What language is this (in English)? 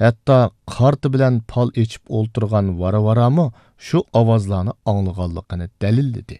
Uyghur